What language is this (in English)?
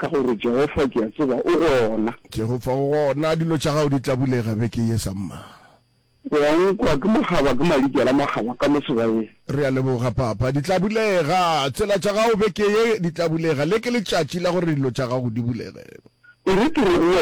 Northern Sotho